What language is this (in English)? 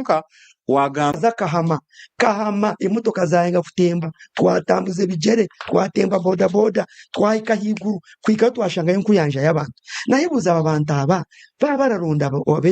Nyankole